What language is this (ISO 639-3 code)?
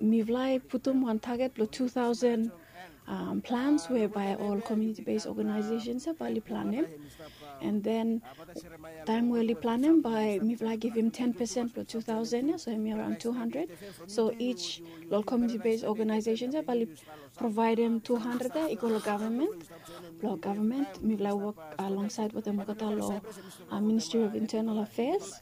bis